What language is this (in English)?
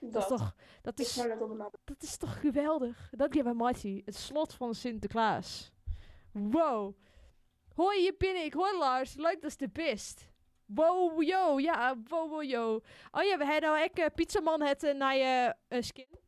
Western Frisian